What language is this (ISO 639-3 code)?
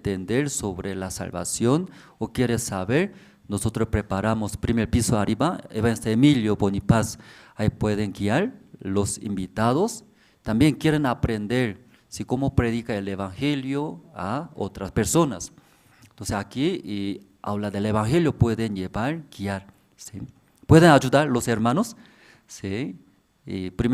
aym